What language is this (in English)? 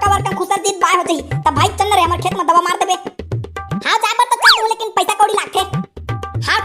Chhattisgarhi